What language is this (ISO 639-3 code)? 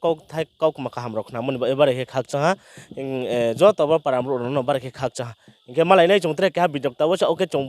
ria